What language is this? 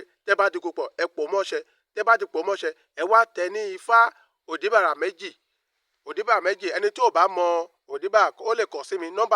Yoruba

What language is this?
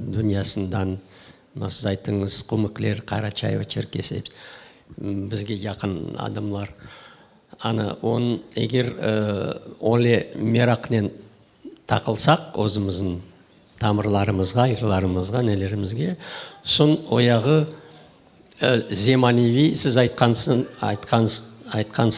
Crimean Tatar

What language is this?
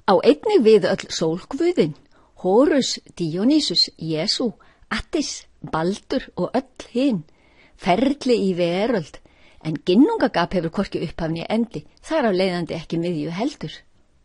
Icelandic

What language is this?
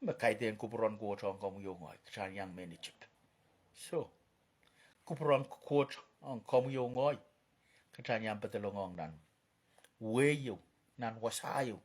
Pohnpeian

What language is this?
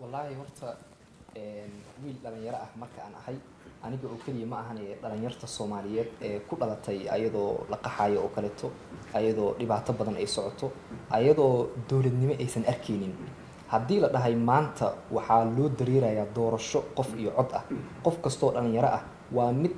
Somali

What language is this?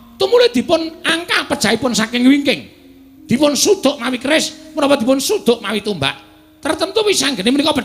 Javanese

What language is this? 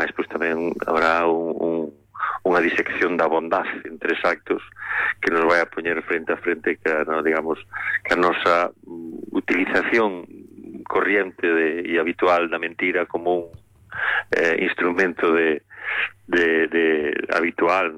Galician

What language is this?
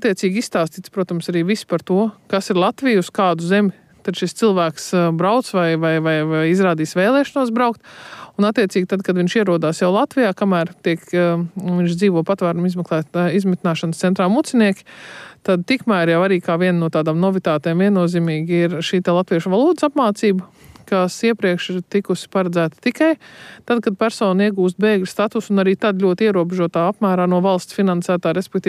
Latvian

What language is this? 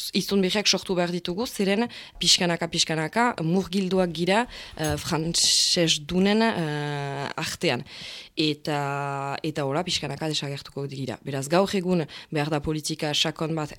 Basque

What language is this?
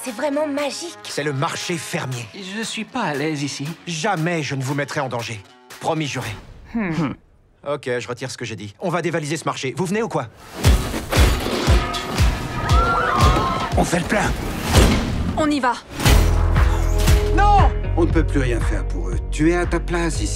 French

